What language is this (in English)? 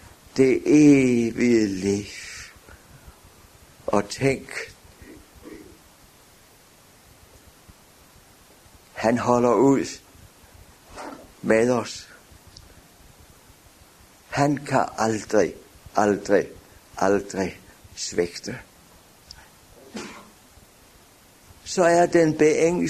Danish